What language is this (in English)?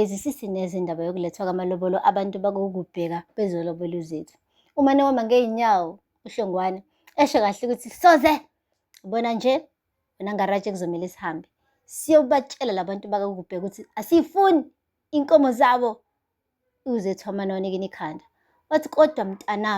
Zulu